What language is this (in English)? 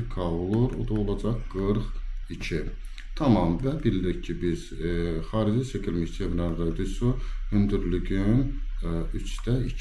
Azerbaijani